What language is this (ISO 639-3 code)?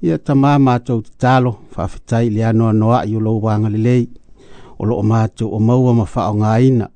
smo